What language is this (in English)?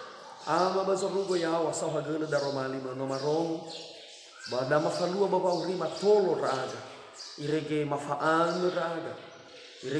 Nias